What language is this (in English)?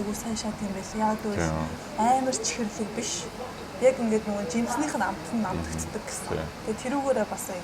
Mongolian